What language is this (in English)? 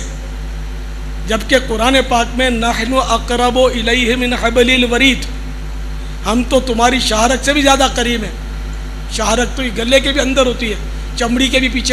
Urdu